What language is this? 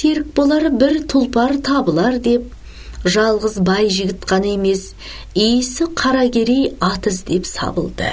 Kazakh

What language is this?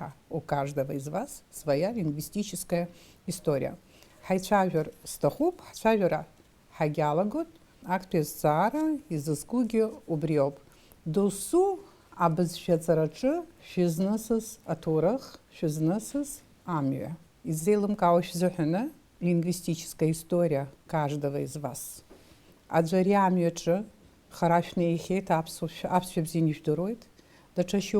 Abkhazian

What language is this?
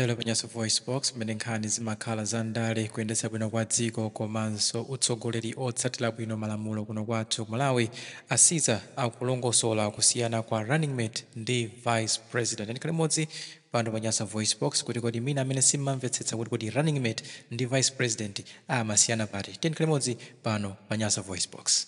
Nyanja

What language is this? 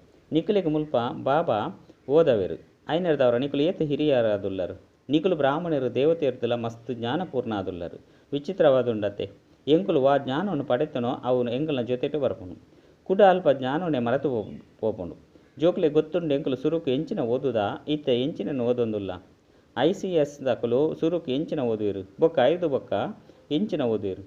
Tulu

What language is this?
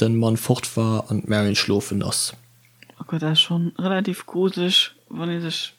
Luxembourgish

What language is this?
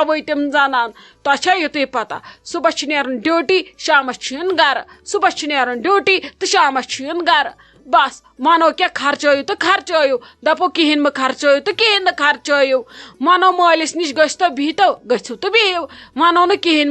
Kashmiri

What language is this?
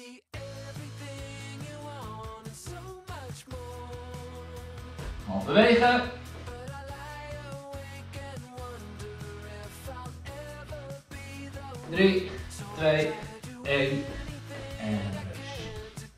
Dutch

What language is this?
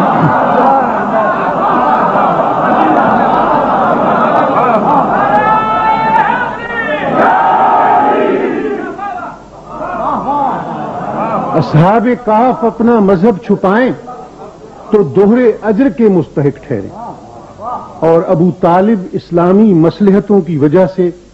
Urdu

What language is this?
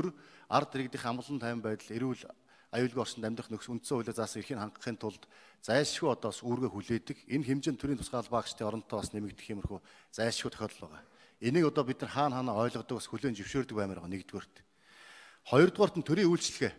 Mongolian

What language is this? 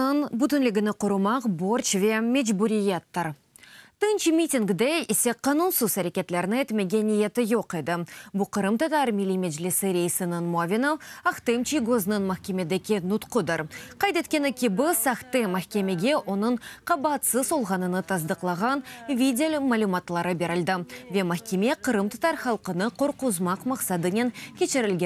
Crimean Tatar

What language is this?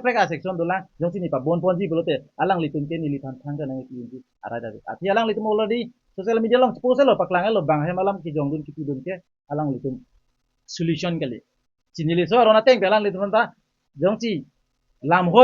Karbi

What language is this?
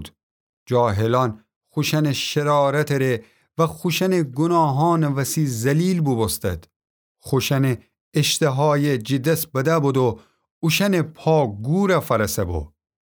Gilaki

